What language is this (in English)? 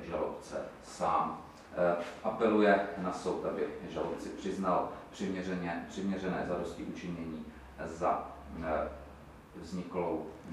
Czech